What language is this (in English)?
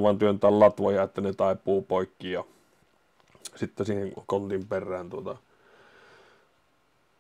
Finnish